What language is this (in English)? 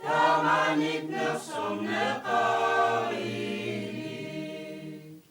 Kalaallisut